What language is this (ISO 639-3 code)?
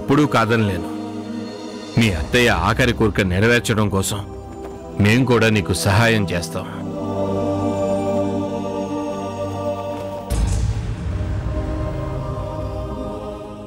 tel